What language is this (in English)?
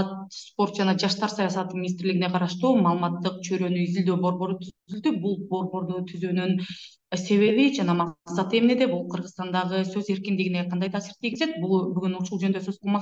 Kyrgyz